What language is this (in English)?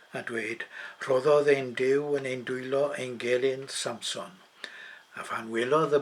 Welsh